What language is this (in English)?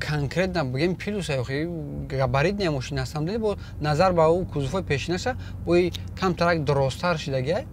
Tajik